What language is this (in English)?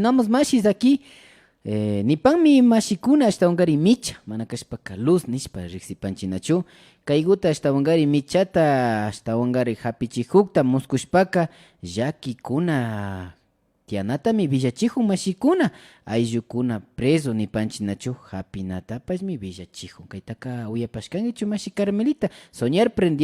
Imbabura Highland Quichua